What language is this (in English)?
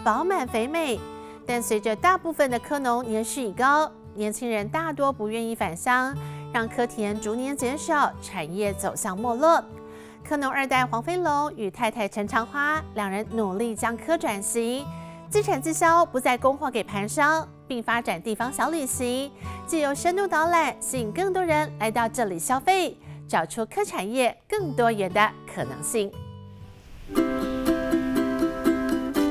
Chinese